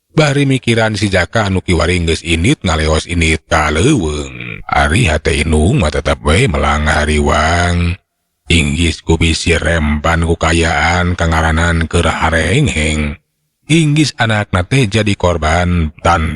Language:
Sundanese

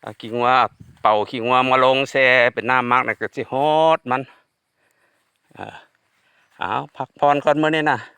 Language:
Lao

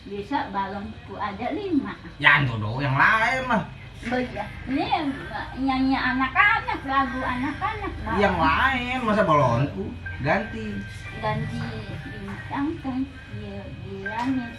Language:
Betawi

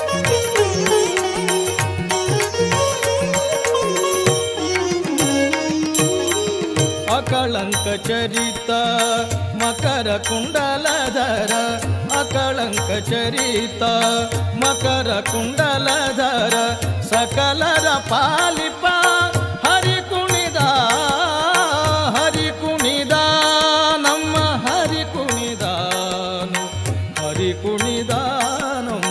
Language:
Kannada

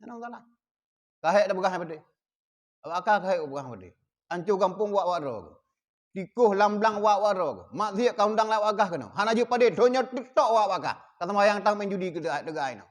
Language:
Achinese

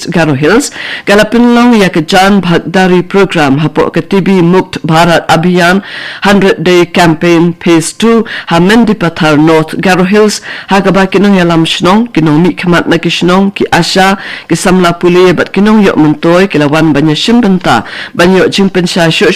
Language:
Khasi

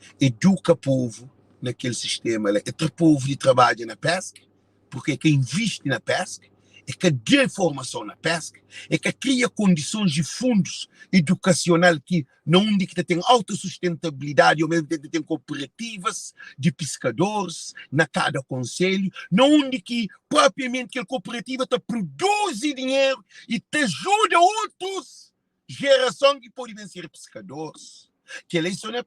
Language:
Kabuverdianu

